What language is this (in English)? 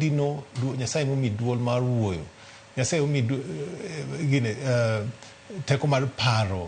Luo (Kenya and Tanzania)